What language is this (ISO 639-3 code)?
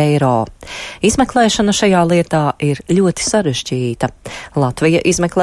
lav